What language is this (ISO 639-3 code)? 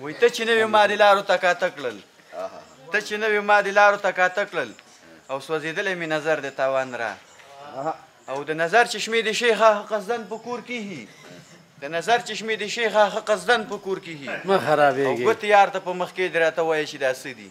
pus